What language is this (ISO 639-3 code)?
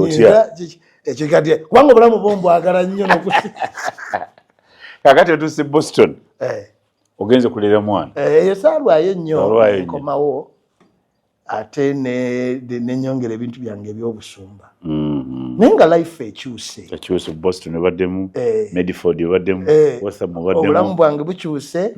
lug